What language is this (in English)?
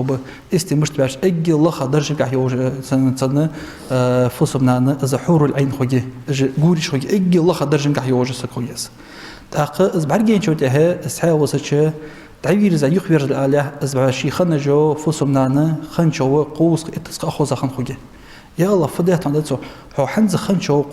Ingush